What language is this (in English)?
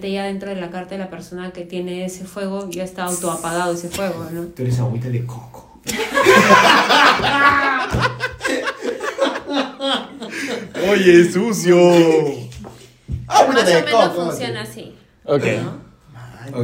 Spanish